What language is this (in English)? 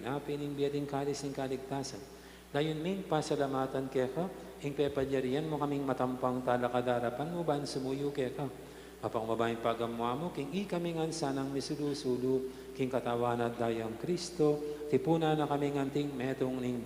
Pampanga